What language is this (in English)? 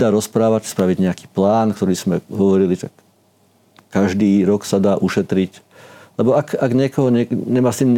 Slovak